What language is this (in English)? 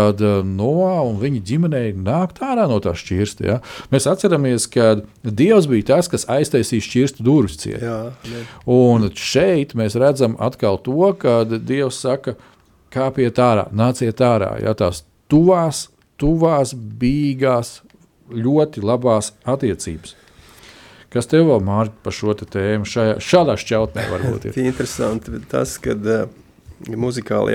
Latvian